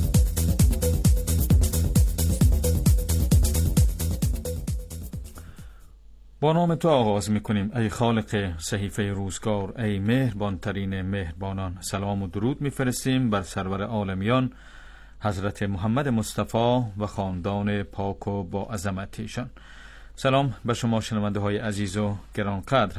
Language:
Persian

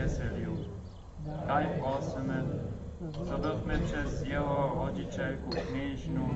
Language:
Upper Sorbian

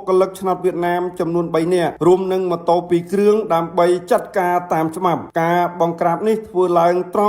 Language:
Khmer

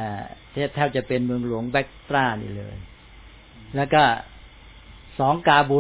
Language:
Thai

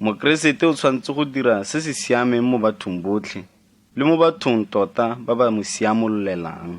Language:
Tswana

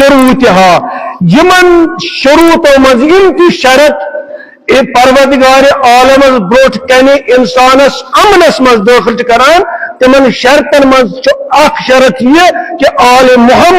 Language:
Kashmiri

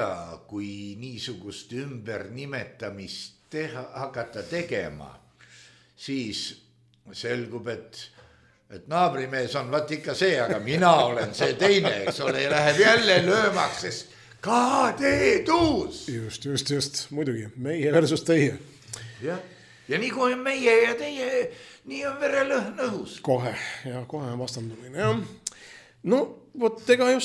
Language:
Estonian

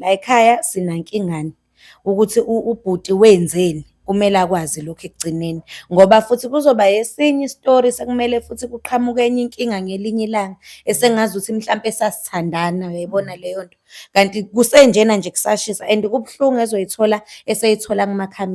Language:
Zulu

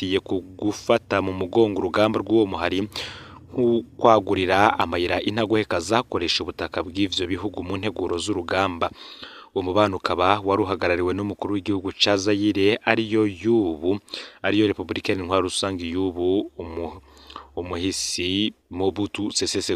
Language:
Rundi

